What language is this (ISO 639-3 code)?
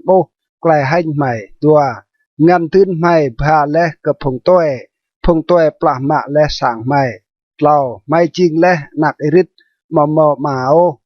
rad